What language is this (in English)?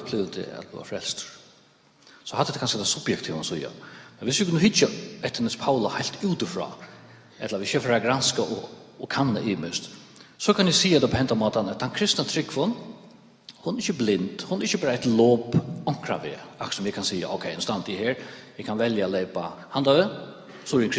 Faroese